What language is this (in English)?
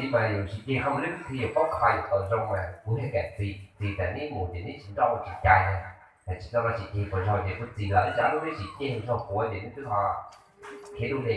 Hmong